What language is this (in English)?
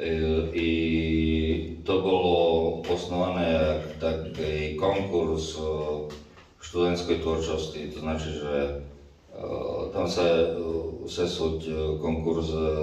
Rusyn